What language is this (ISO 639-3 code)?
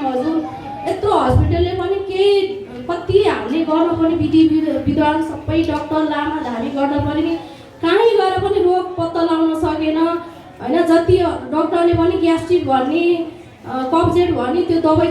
nep